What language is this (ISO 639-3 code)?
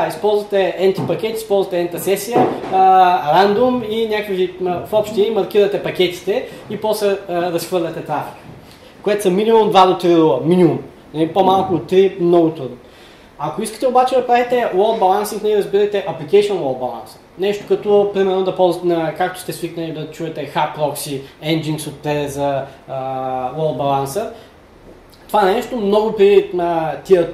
bul